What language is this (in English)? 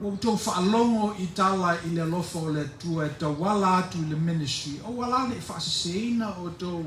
Samoan